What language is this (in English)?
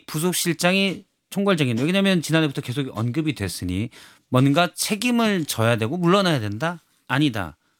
Korean